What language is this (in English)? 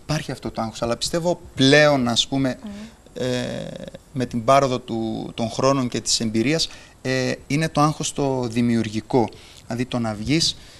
Greek